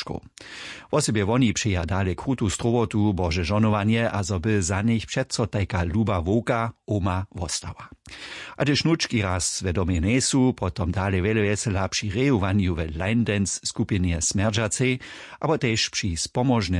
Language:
Upper Sorbian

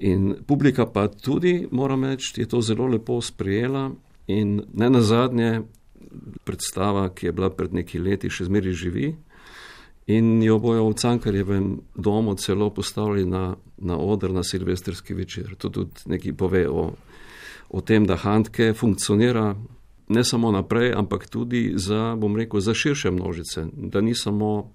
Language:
Slovenian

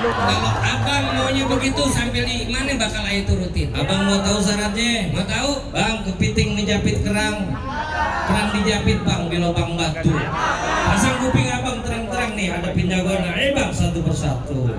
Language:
Betawi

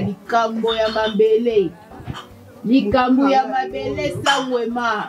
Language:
Lingala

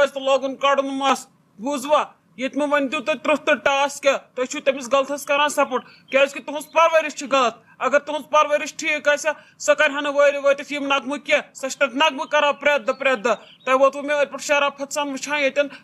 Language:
Kashmiri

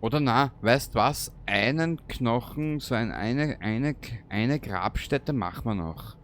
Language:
Bavarian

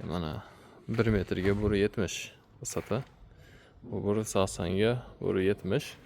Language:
Uzbek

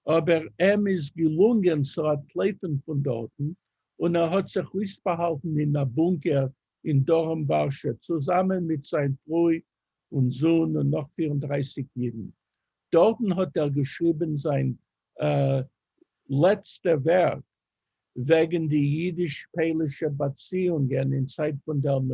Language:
Yiddish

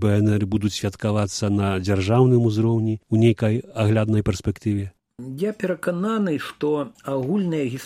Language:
Belarusian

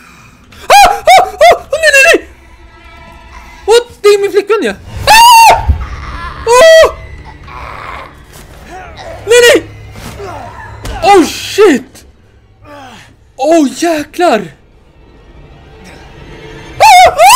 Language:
Swedish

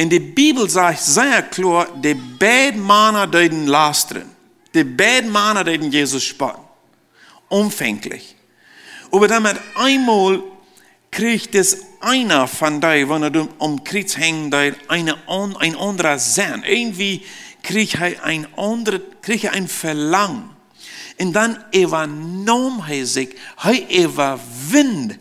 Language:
Plautdietsch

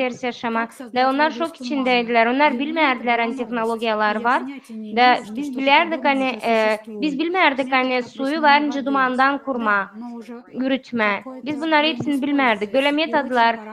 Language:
Gagauz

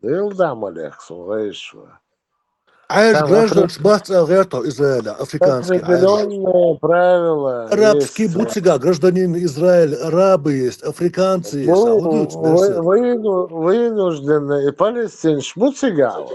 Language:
Chechen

